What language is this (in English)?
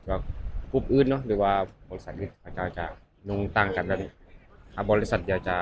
Lao